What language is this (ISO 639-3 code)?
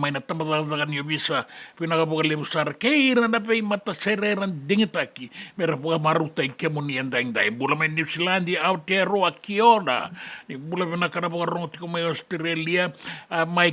fij